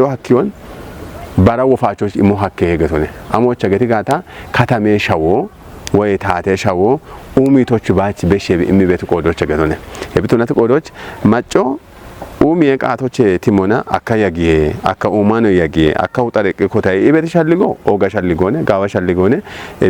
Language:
Kafa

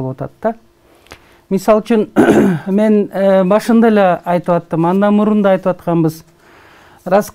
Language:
Kyrgyz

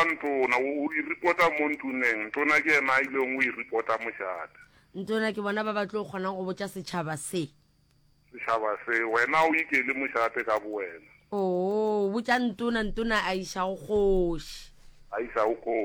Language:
Northern Sotho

